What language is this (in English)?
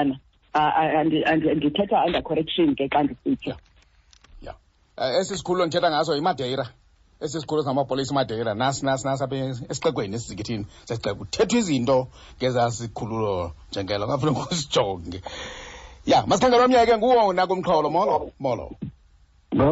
Xhosa